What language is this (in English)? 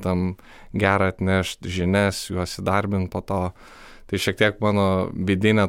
Lithuanian